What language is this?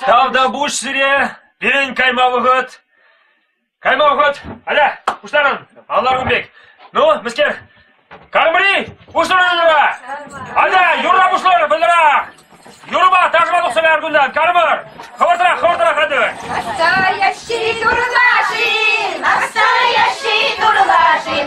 Chuvash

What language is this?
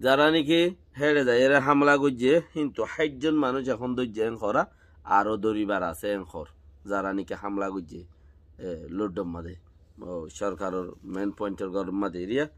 Rohingya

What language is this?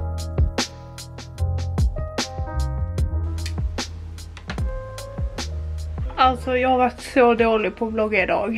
Swedish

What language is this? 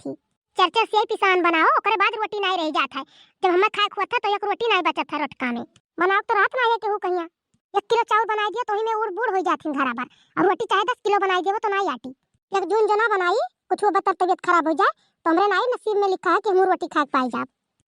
Awadhi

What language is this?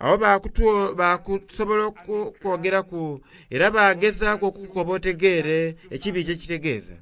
Soga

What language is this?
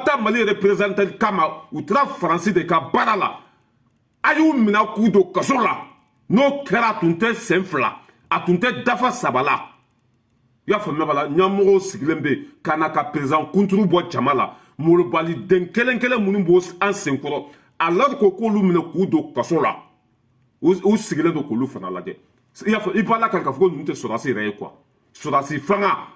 Bambara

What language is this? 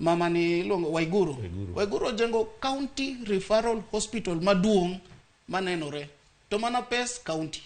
Luo (Kenya and Tanzania)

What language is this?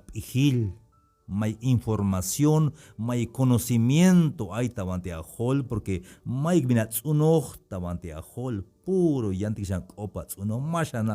Tzeltal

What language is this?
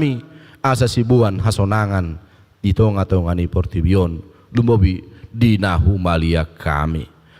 Batak Toba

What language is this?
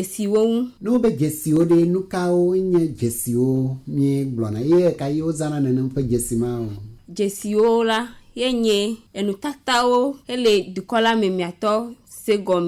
Ewe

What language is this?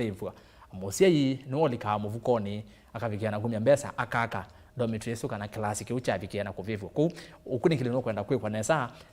Kamba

